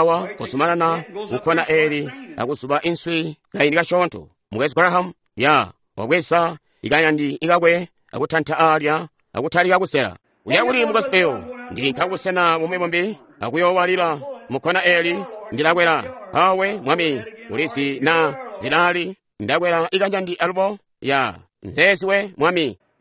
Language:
Tonga (Zambia)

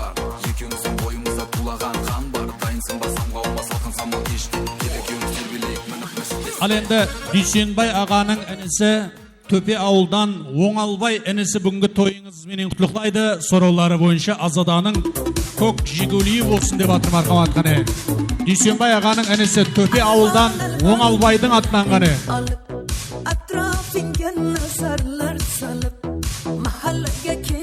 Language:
Kara-Kalpak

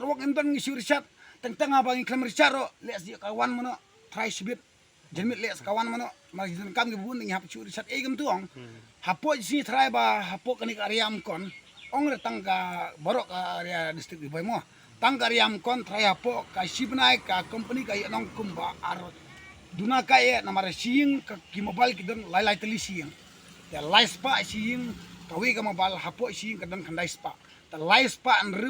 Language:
Khasi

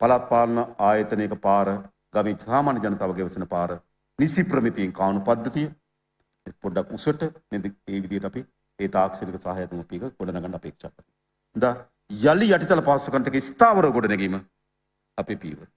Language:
Sinhala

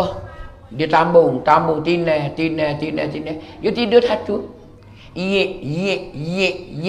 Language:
Malay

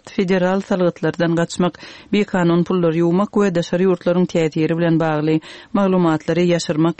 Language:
Turkmen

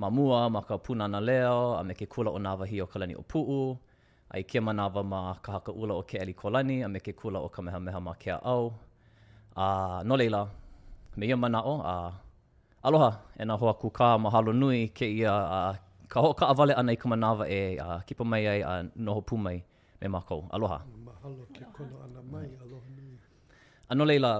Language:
Hawaiian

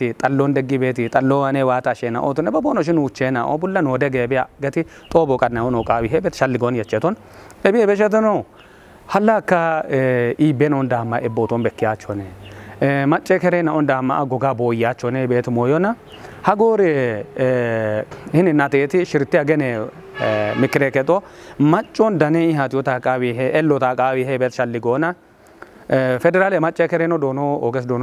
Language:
Kafa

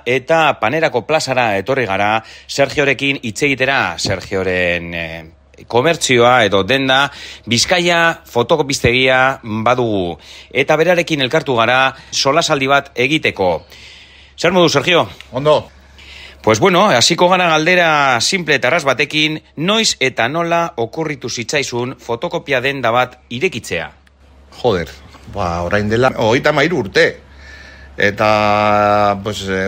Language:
Basque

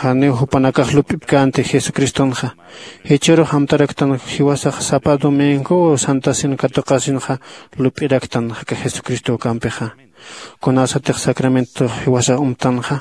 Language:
Aymara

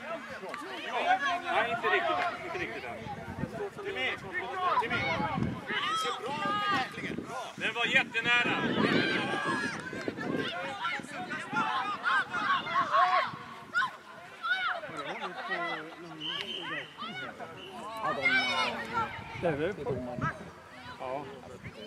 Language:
Swedish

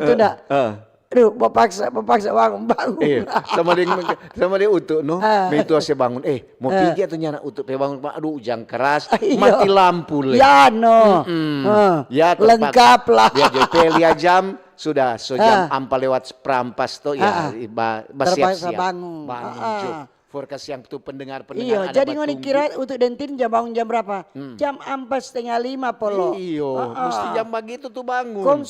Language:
Manado Malay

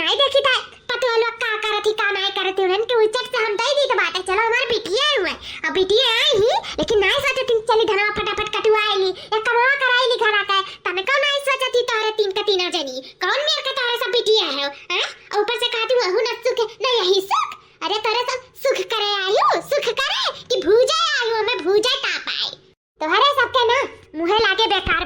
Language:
Awadhi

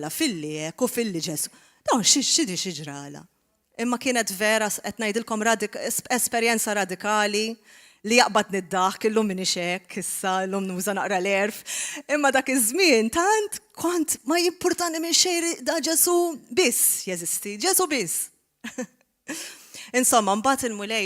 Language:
Maltese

